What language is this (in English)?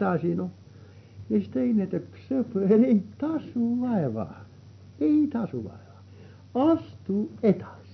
Estonian